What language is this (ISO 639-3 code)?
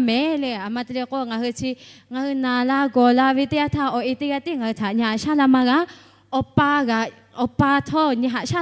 lhu